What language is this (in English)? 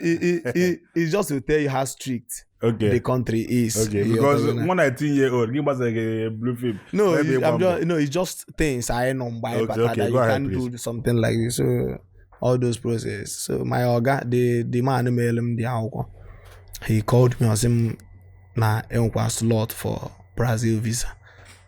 Igbo